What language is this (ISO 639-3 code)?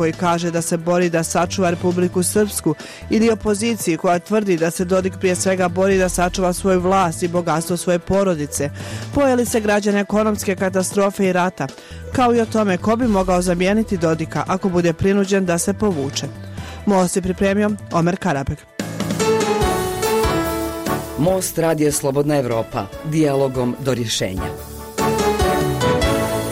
bos